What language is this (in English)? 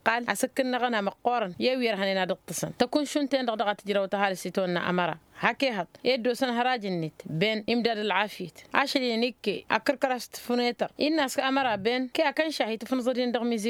Tamasheq